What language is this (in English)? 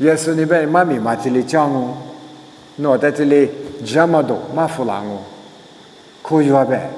Lisu